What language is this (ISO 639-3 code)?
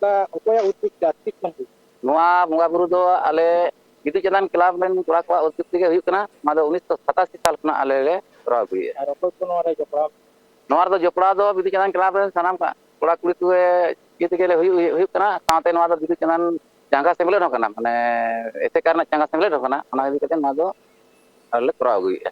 sat